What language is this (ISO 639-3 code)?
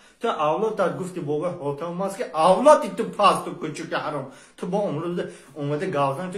tgk